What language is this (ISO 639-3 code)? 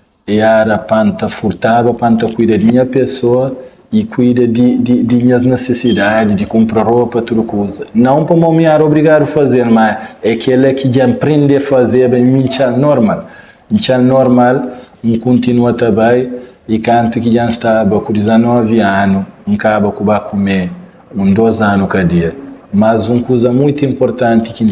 kea